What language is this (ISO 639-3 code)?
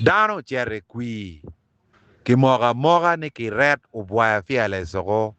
ach